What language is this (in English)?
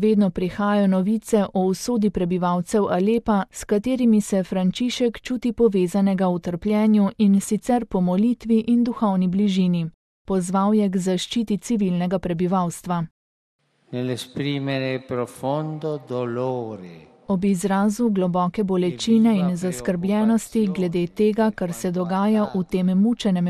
Slovenian